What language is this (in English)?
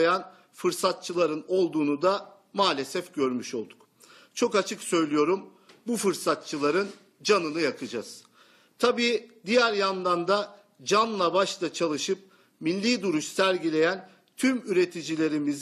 Turkish